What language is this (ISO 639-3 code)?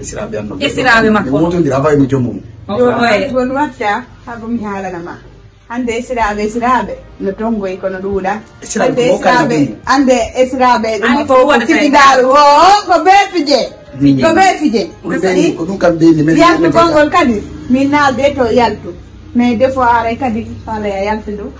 ful